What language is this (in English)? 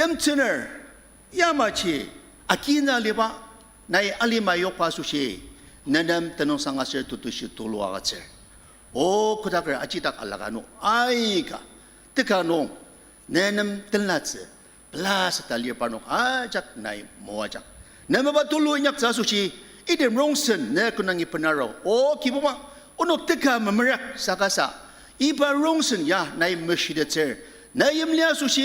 Ao Naga